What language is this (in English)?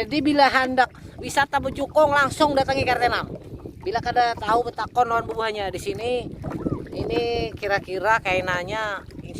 Banjar